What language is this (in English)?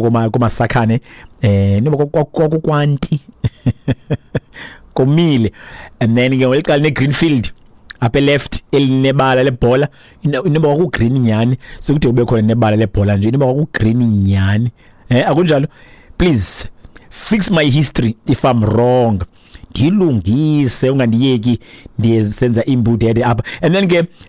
Xhosa